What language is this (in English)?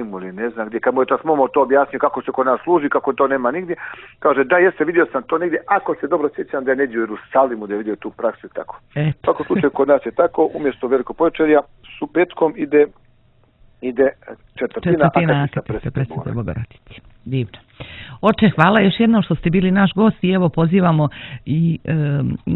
Serbian